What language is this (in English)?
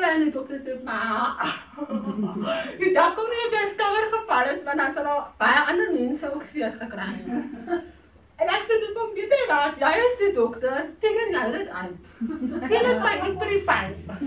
Afrikaans